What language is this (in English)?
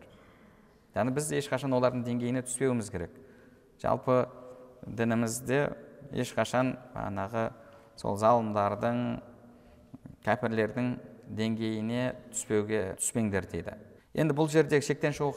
Kazakh